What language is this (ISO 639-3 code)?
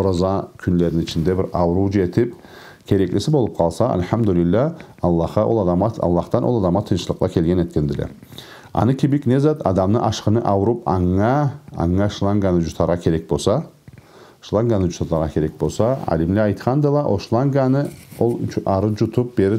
krc